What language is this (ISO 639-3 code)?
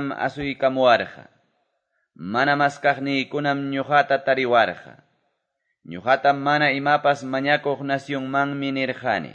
que